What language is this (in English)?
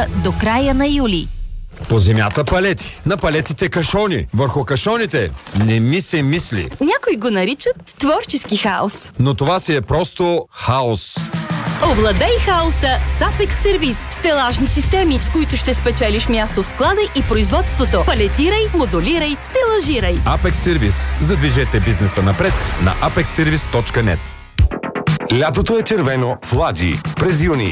Bulgarian